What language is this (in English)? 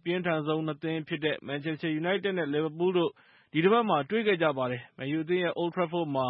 Burmese